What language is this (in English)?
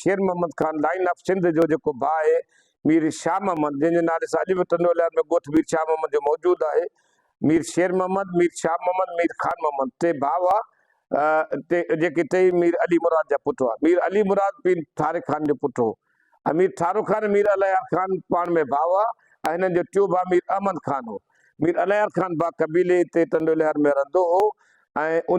Sindhi